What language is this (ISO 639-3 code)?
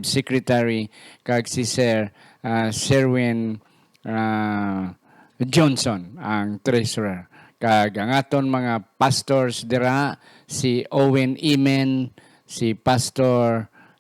hil